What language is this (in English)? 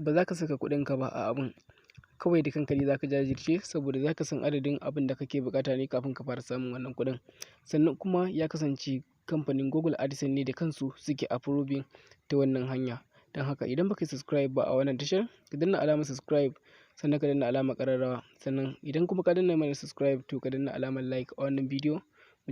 Hausa